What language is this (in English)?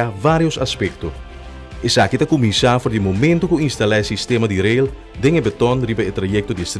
Papiamento